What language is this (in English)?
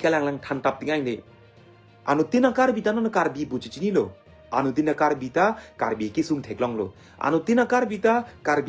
Karbi